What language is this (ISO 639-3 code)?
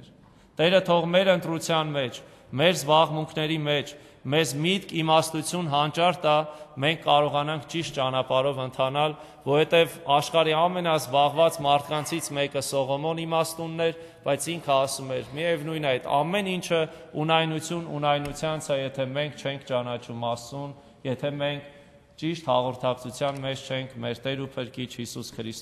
hye